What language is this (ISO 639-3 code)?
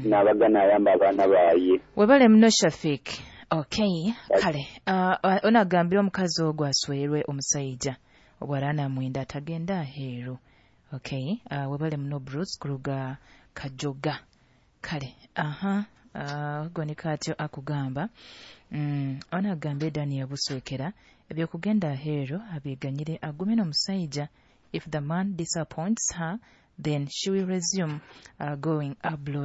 nyo